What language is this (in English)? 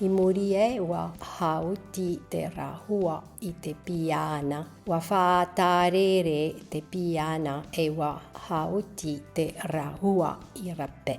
Tahitian